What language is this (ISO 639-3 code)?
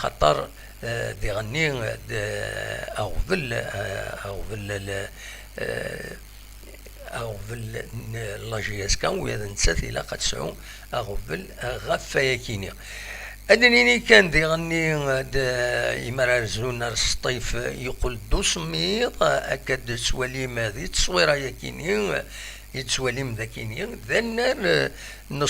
kab